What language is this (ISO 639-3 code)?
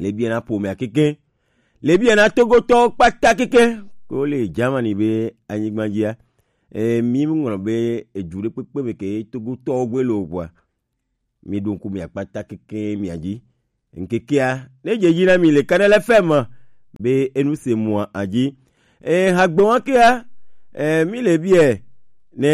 gej